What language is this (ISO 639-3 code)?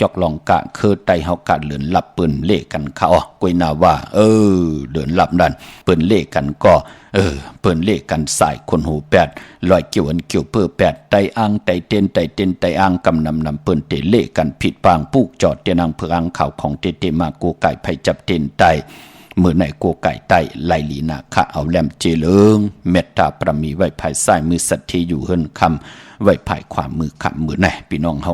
shn